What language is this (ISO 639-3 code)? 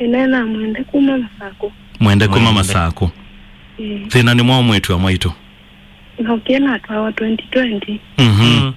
kam